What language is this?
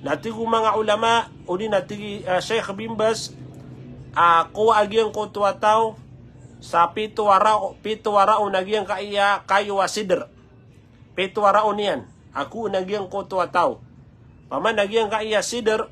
Maranao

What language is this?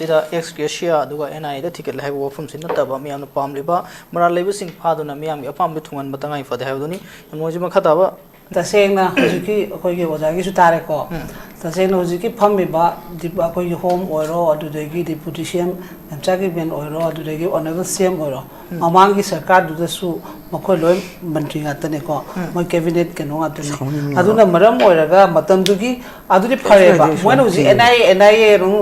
Manipuri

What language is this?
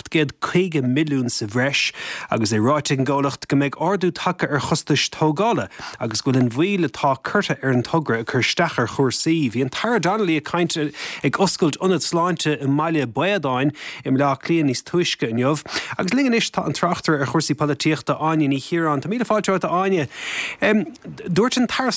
Irish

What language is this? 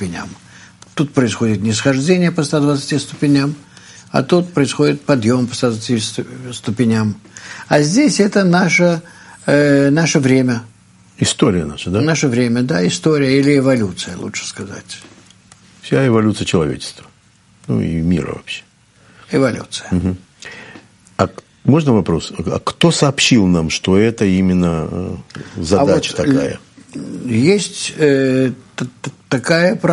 Russian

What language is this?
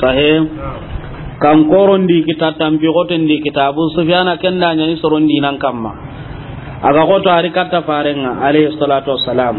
Soninke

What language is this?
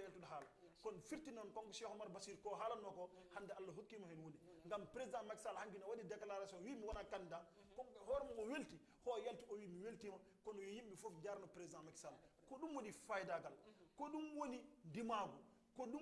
Fula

